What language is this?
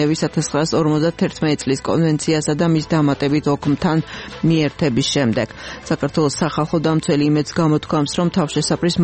Georgian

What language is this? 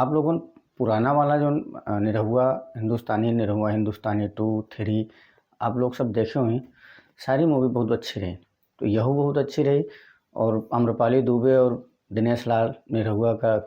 Bhojpuri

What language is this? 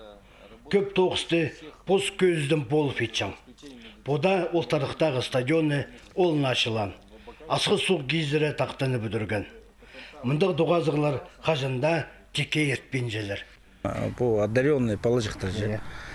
Khakas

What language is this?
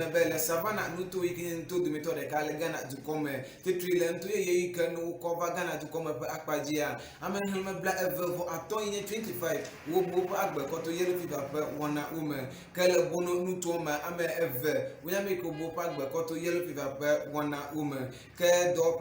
Ewe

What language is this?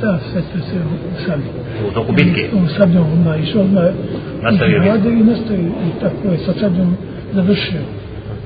Bosnian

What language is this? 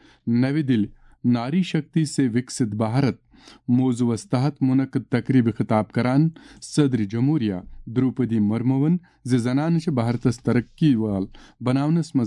Kashmiri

